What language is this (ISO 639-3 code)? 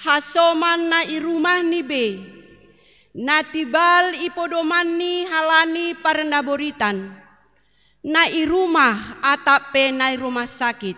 bts